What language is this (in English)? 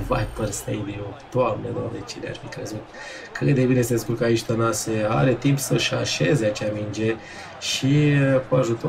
Romanian